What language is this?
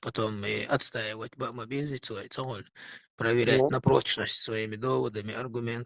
Chechen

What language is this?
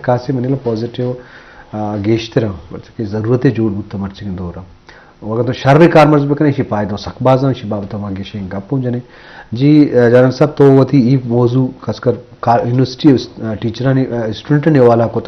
Baluchi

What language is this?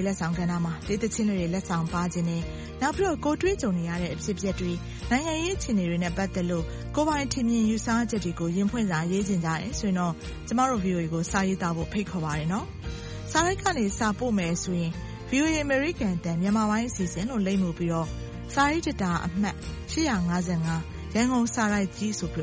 Burmese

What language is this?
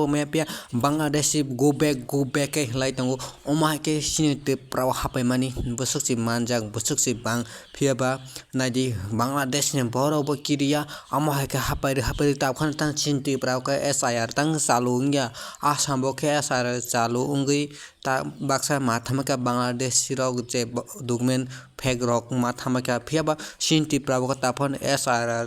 Kok Borok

